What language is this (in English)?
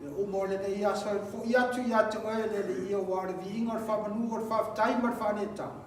Samoan